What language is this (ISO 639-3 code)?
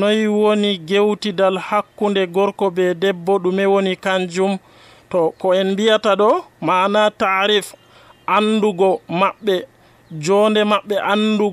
fuv